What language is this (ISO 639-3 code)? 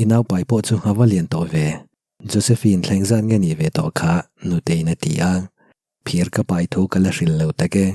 lus